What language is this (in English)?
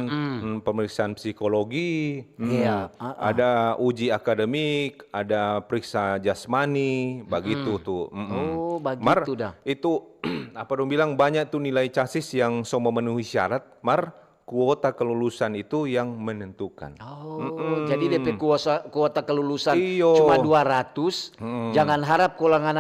Manado Malay